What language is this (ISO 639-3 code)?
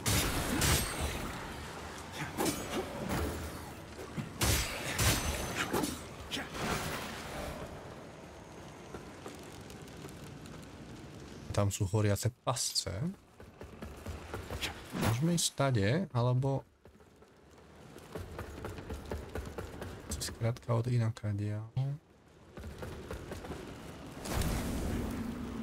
slk